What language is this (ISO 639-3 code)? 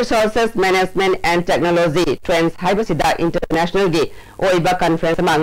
mni